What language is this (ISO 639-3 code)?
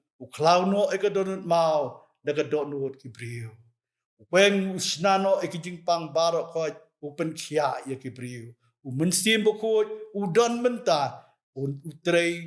kha